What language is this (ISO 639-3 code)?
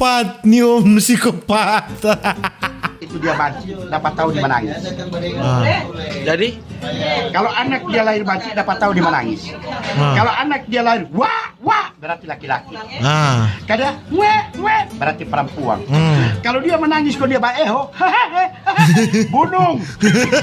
xmm